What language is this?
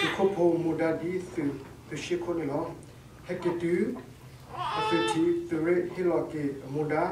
S'gaw Karen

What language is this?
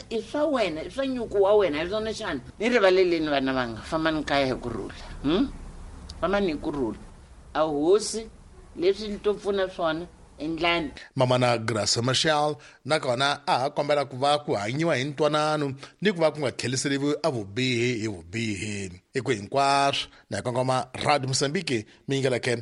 Tsonga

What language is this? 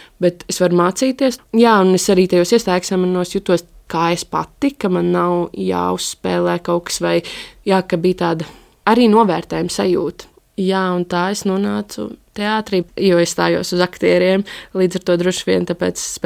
Latvian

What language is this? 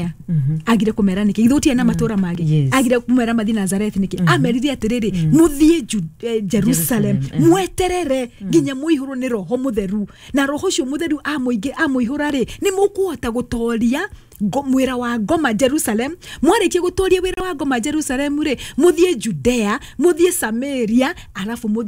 Kikuyu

